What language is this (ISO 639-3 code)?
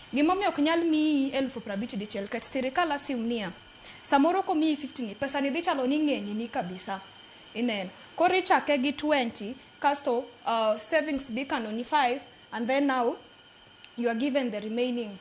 luo